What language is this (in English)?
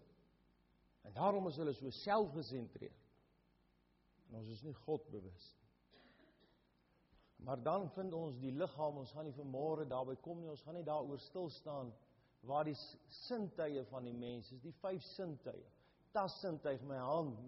Afrikaans